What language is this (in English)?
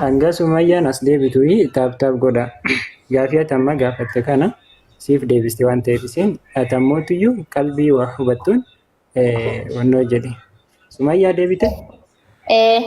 Oromo